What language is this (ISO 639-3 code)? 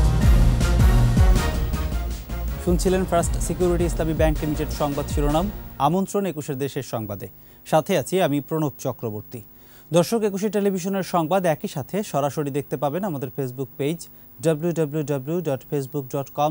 ben